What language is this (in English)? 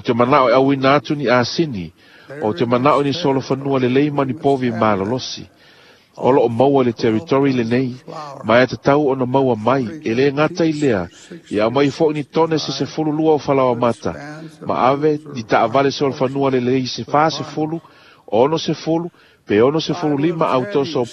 Samoan